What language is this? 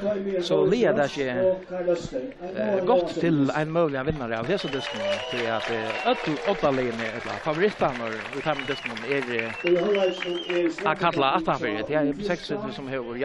Faroese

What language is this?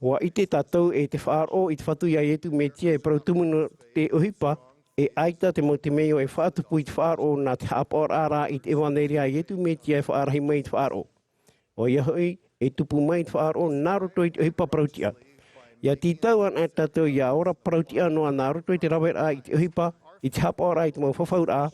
Tahitian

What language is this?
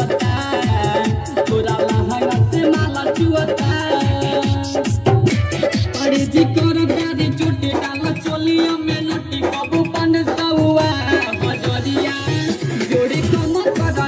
Bhojpuri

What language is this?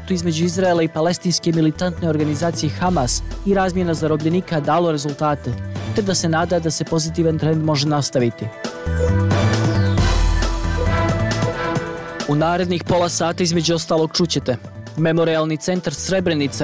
Bosnian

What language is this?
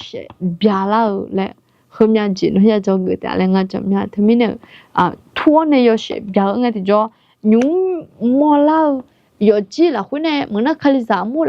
Akha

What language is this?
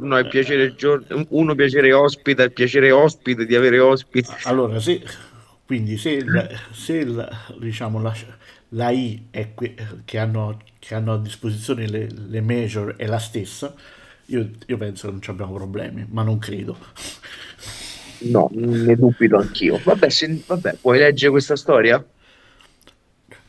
Italian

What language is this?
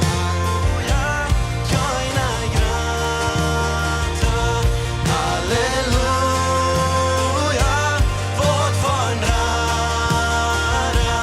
Plautdietsch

